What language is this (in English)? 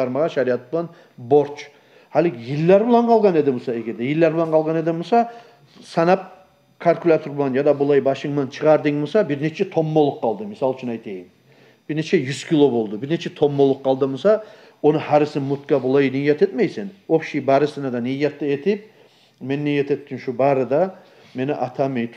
Kumyk